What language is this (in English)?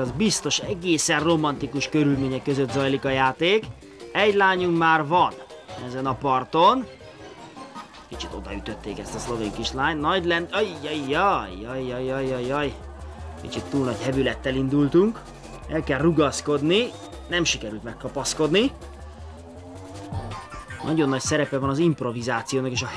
Hungarian